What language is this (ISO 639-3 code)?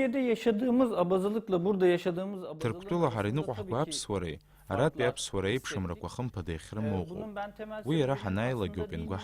abk